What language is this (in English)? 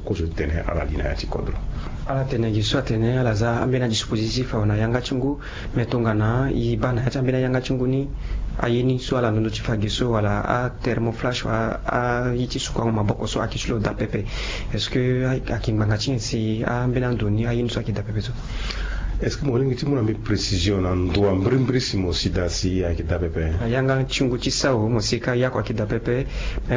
Sango